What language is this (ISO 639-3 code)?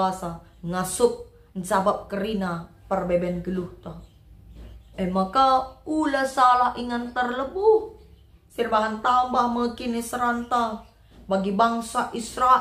btx